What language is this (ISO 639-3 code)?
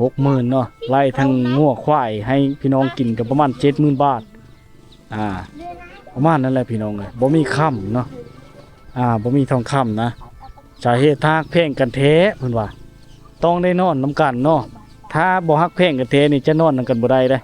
lao